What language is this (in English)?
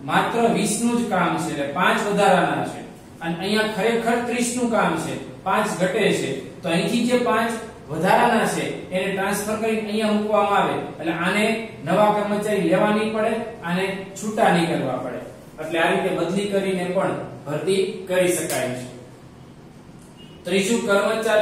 Gujarati